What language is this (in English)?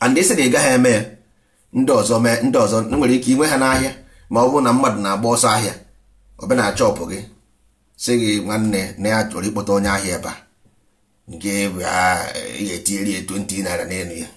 Igbo